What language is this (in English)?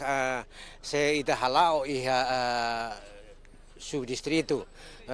Tetum